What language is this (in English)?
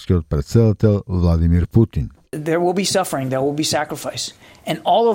Macedonian